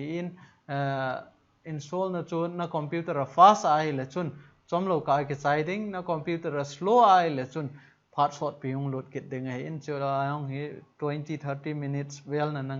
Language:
Thado Chin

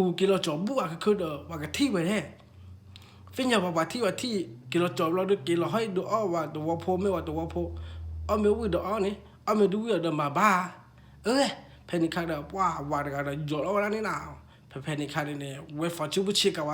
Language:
S'gaw Karen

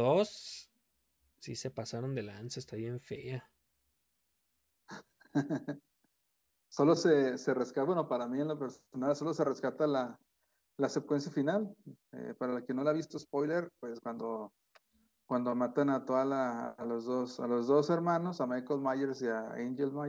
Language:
Spanish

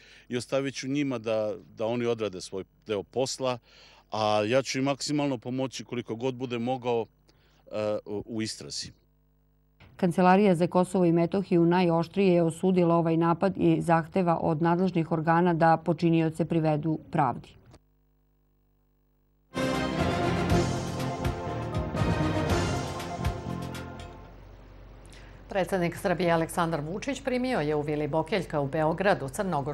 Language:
Serbian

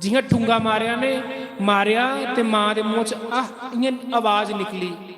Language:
Dogri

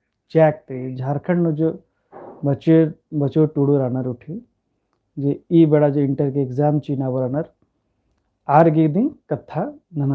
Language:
Kurukh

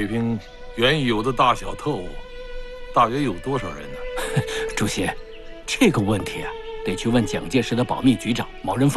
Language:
Chinese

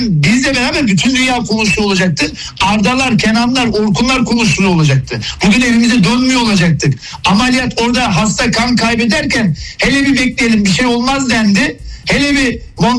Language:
Turkish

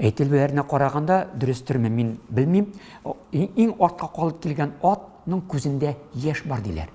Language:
Tatar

